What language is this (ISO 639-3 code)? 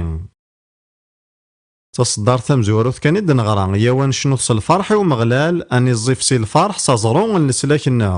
kab